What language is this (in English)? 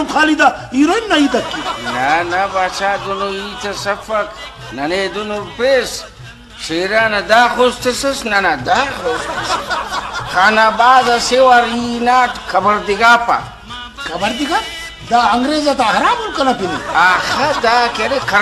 Brahui